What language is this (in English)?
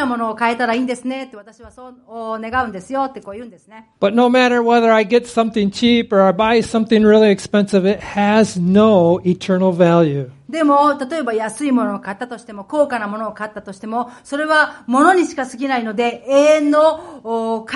Japanese